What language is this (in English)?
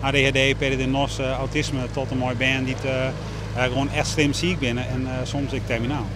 Western Frisian